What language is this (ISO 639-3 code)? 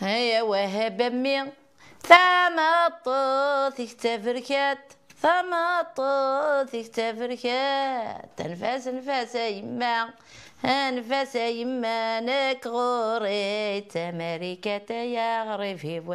kab